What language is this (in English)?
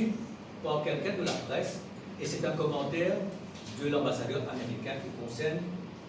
Morisyen